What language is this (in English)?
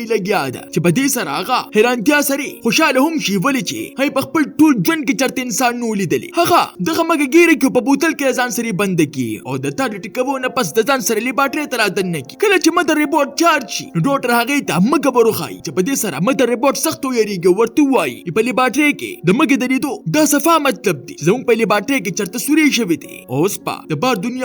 Pashto